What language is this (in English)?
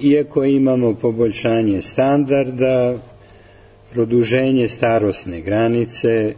Serbian